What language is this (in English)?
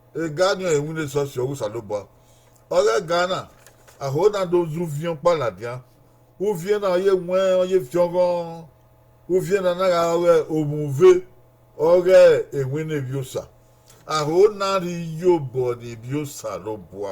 Bini